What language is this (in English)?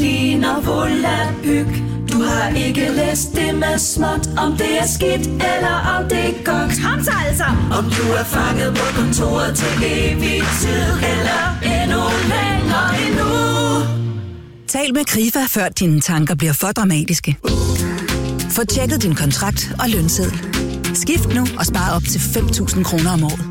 Danish